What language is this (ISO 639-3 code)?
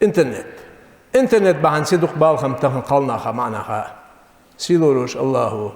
inh